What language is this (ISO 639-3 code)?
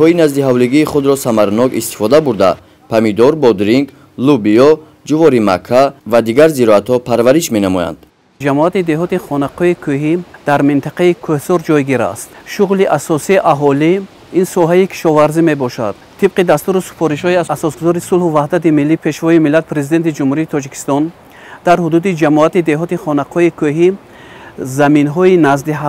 tgk